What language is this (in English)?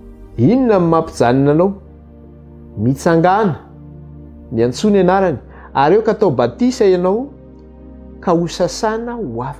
Malagasy